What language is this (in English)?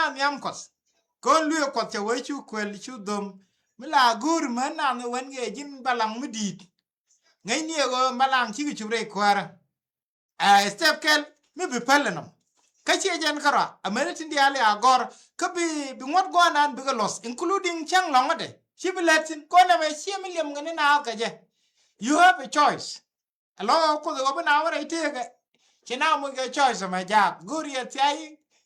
Nuer